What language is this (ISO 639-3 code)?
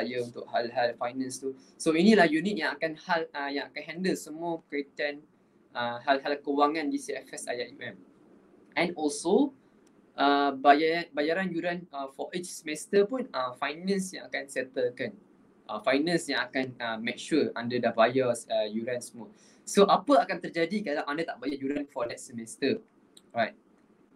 msa